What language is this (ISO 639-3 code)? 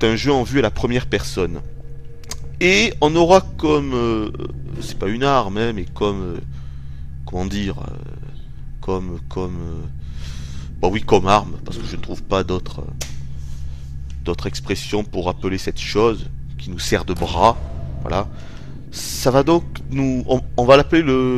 fra